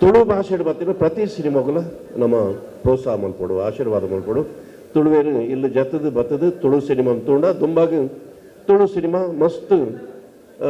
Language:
Tulu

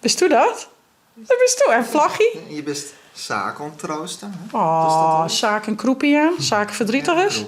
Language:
Western Frisian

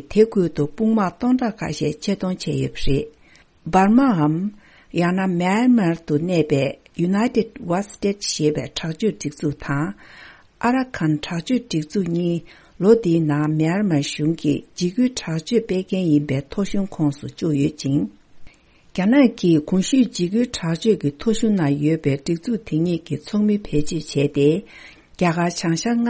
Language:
Tibetan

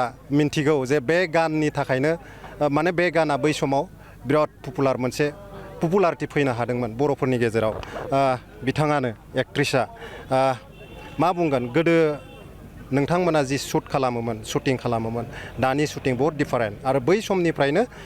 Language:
Bodo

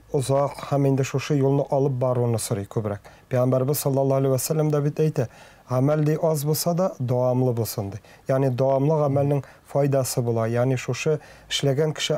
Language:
Tatar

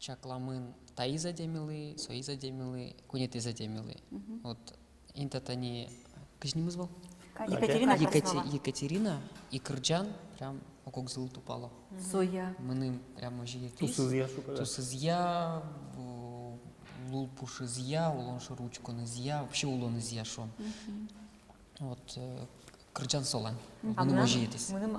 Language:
Udmurt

